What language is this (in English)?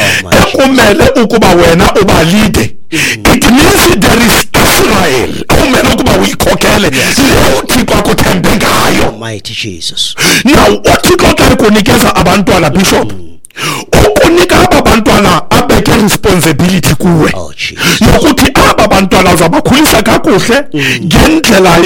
Xhosa